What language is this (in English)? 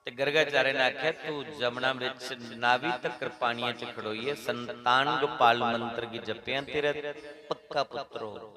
Dogri